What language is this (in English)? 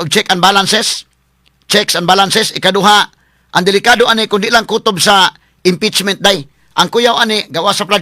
Cebuano